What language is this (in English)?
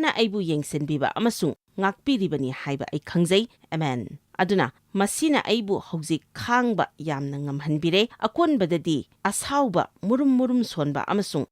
Manipuri